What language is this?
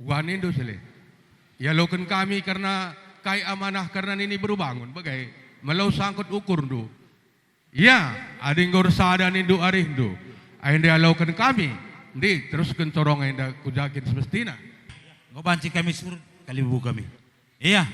Batak Karo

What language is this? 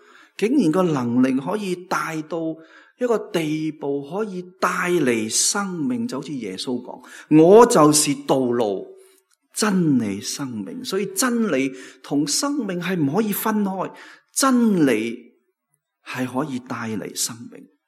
Cantonese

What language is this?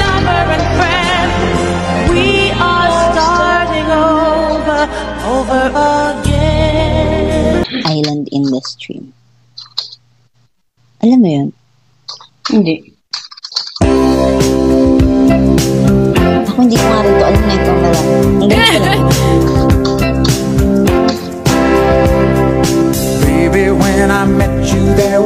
Filipino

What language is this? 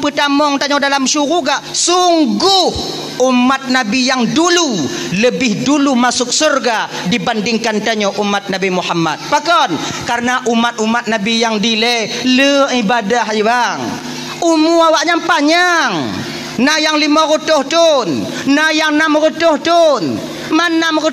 Achinese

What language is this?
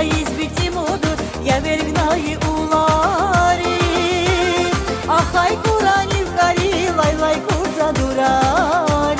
Tabassaran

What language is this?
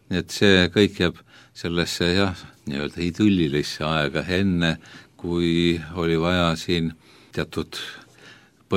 Estonian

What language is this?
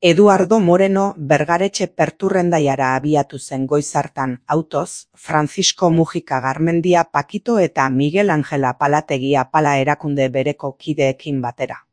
Basque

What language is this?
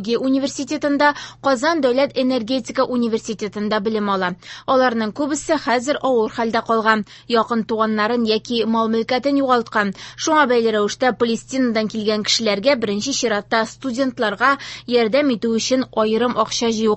Tatar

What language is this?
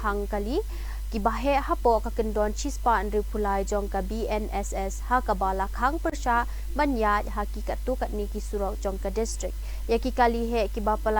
Khasi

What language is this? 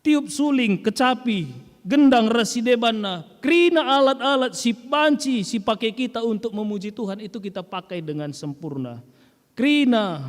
Batak Karo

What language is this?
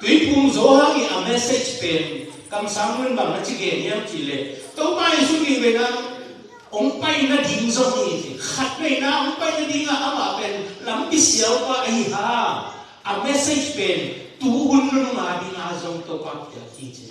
Tedim Chin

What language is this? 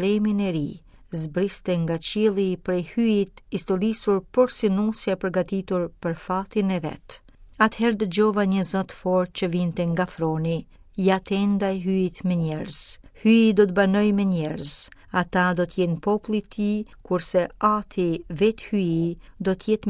Albanian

